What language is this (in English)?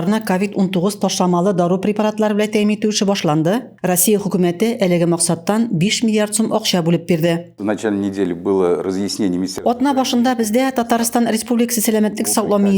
Tatar